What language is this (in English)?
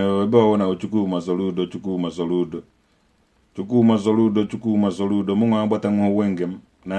Igbo